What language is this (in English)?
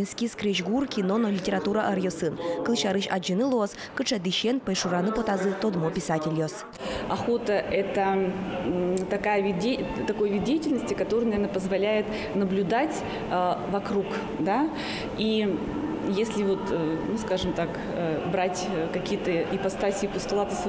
Udmurt